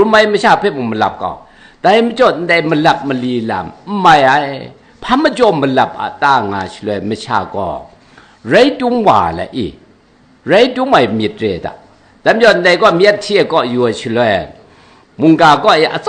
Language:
Kachin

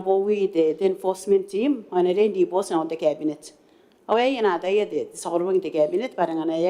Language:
Gilbertese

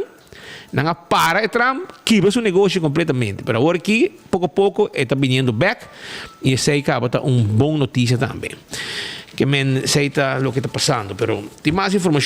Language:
Papiamento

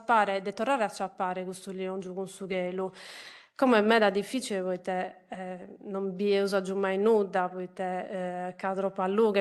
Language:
Sardinian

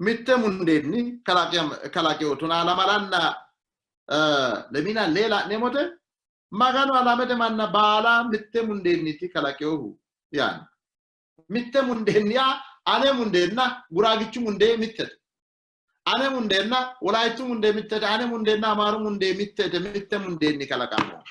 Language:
Sidamo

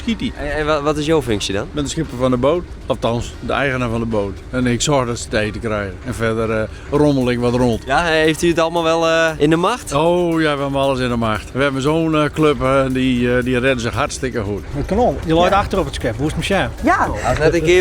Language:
Western Frisian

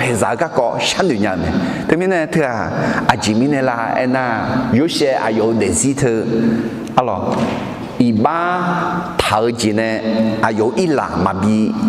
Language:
Akha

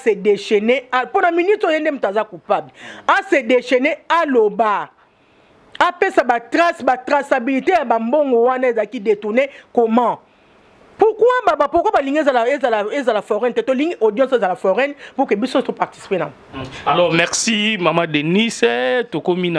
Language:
Lingala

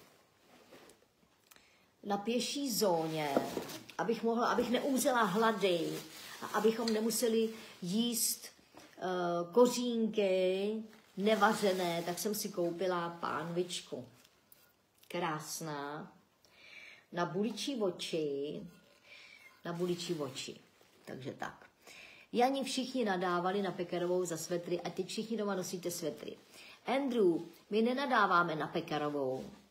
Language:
Czech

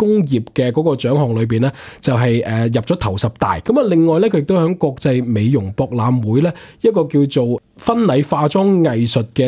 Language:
Cantonese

